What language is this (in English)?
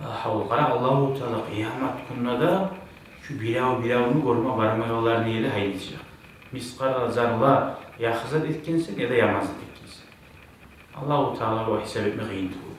Kumyk